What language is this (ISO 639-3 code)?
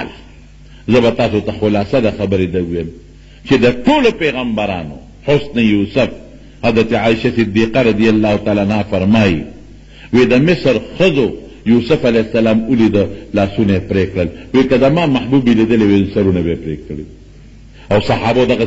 pus